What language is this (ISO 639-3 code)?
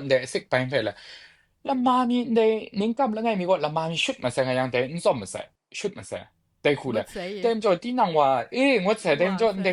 kac